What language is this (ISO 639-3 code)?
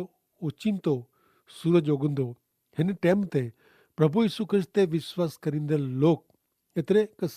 kfr